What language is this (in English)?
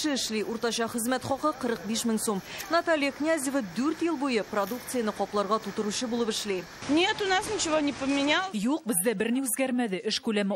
Tatar